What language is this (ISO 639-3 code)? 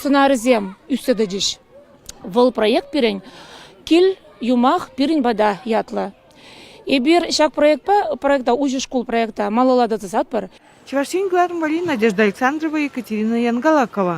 chv